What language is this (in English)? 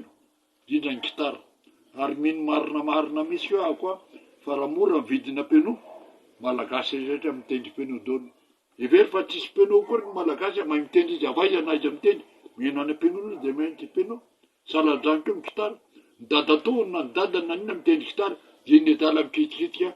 Malagasy